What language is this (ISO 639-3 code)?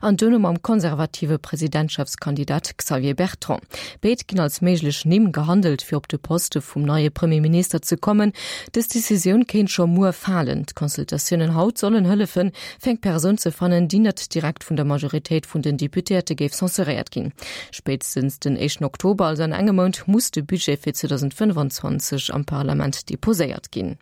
ltz